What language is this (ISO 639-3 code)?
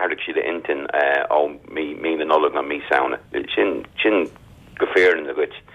gle